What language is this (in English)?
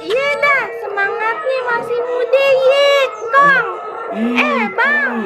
Betawi